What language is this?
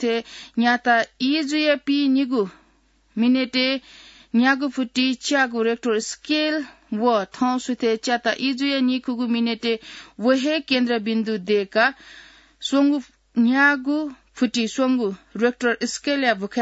Newari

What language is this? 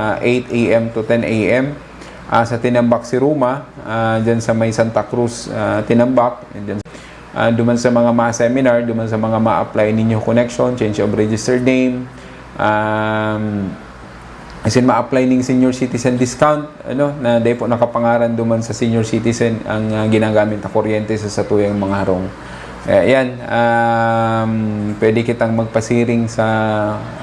Bikol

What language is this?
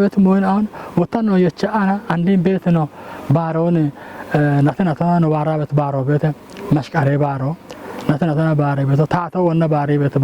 Kafa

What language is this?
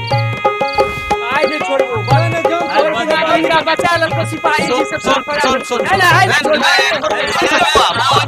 Maithili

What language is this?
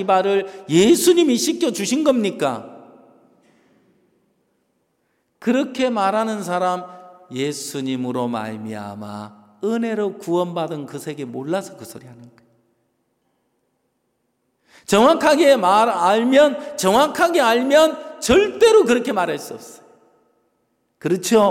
Korean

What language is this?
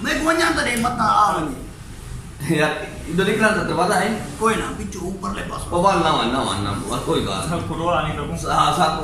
Saraiki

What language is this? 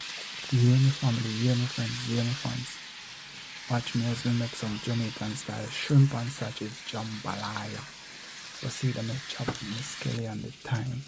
Jamaican Creole English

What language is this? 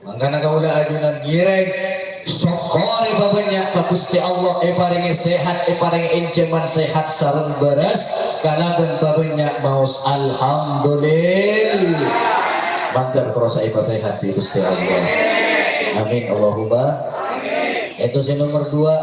Madurese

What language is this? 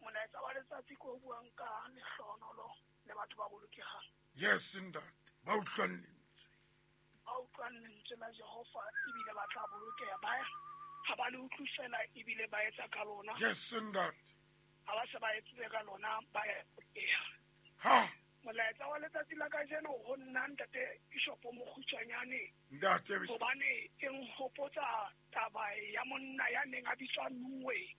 Southern Sotho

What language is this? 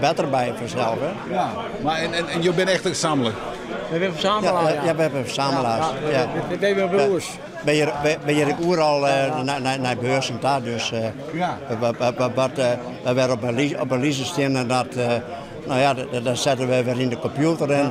Western Frisian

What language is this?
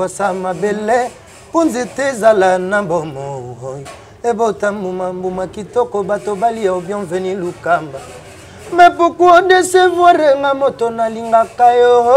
Lingala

